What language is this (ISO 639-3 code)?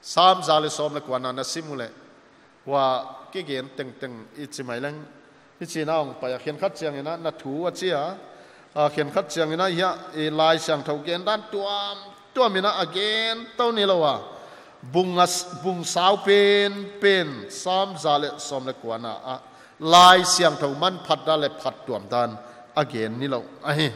pck